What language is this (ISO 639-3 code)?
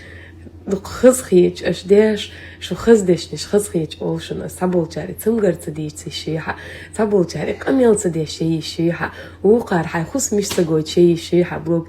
che